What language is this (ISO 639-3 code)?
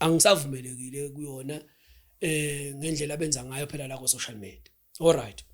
zul